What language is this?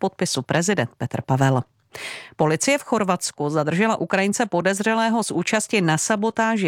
Czech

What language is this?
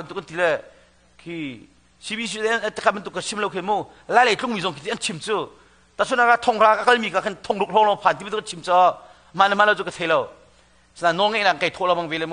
Hakha Chin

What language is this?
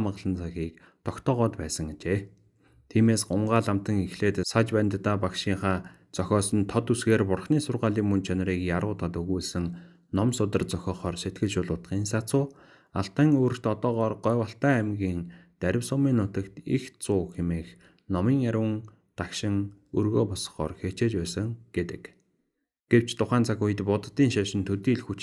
Mongolian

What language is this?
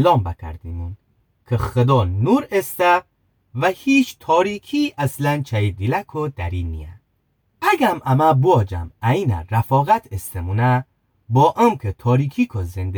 Gilaki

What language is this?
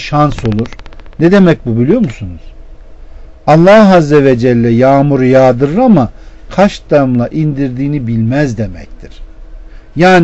Turkish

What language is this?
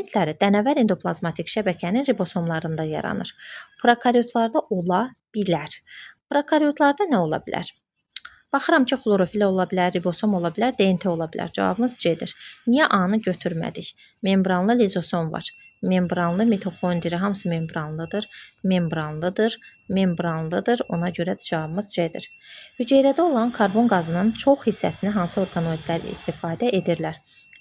Azerbaijani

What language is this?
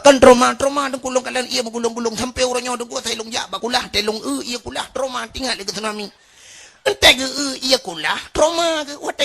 Achinese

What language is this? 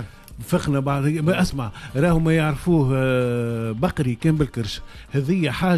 Tunisian Arabic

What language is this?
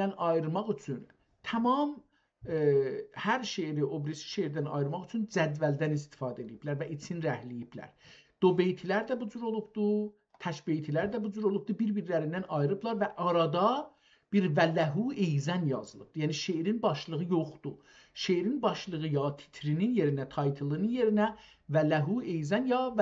South Azerbaijani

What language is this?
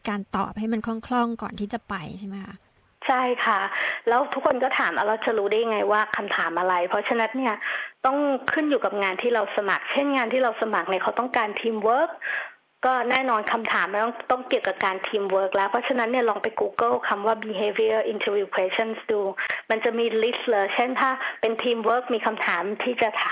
Thai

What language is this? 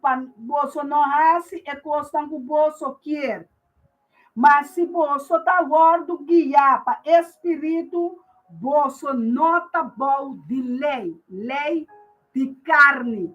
Papiamento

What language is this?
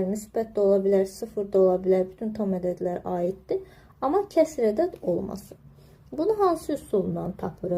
Azerbaijani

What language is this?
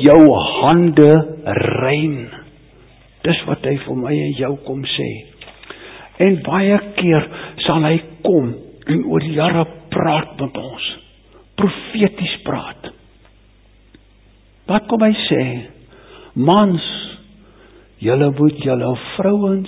Afrikaans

